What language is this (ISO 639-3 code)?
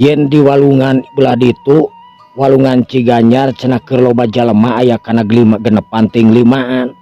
sun